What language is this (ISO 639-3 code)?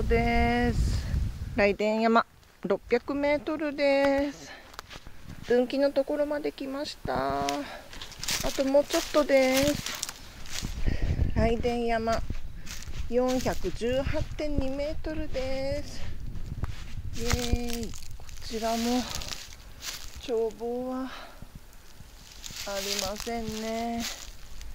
jpn